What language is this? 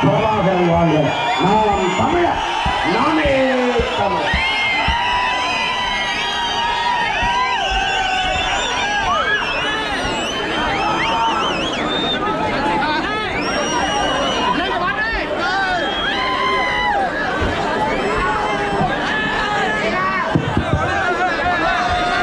Tamil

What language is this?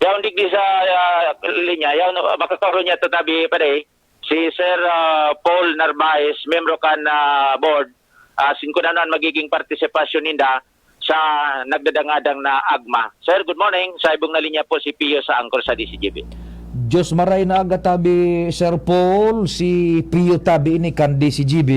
Bikol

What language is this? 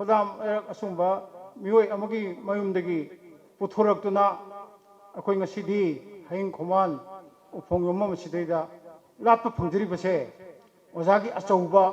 Manipuri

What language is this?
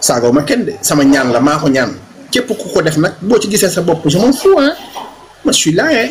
Wolof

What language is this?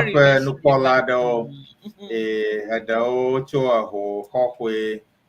Ewe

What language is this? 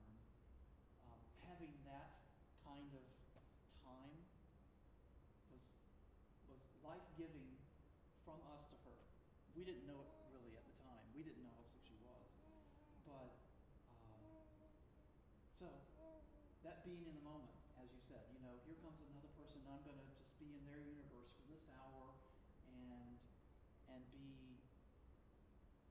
English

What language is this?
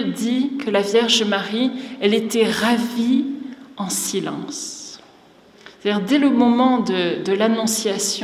French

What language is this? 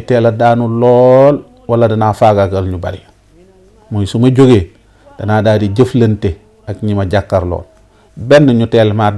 Wolof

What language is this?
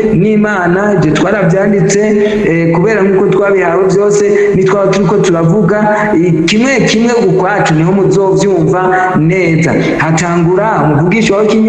Rundi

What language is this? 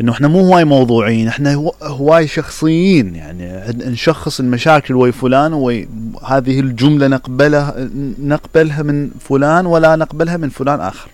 Mesopotamian Arabic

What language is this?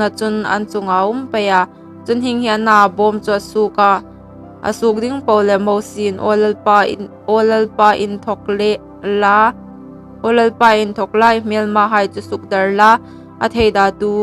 Hmar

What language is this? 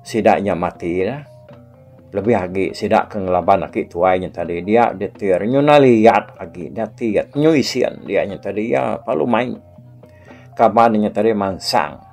Iban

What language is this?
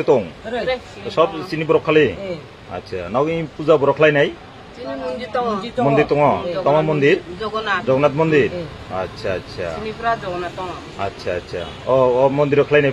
Kok Borok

